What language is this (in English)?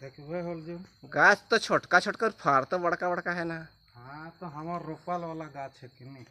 Sadri